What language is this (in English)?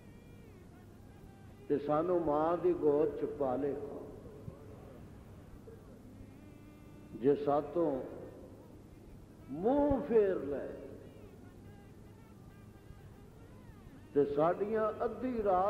Western Panjabi